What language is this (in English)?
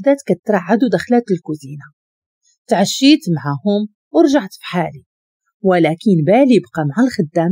Moroccan Arabic